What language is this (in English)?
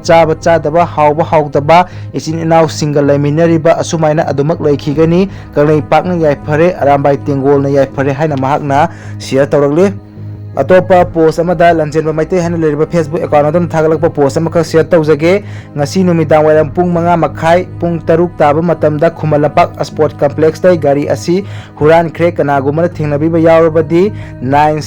Manipuri